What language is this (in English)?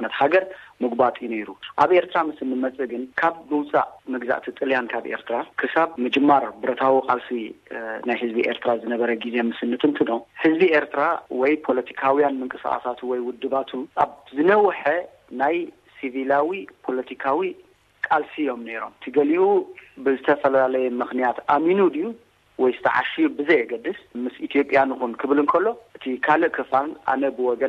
Tigrinya